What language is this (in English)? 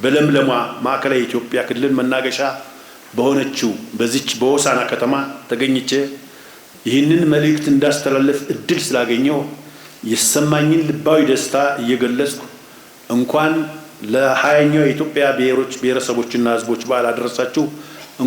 Amharic